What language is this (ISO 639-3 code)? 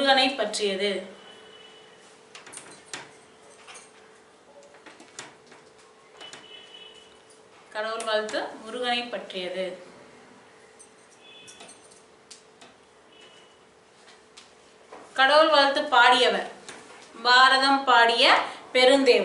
tam